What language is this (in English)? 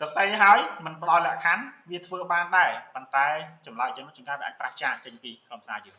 Khmer